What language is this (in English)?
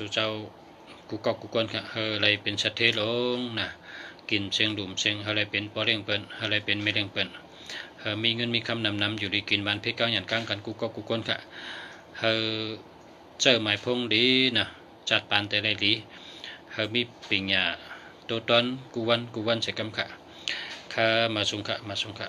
Shan